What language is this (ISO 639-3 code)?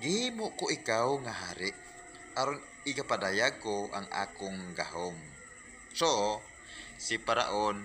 ceb